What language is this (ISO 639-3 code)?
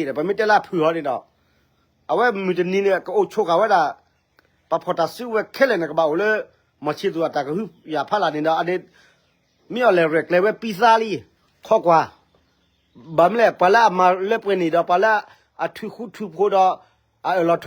ksw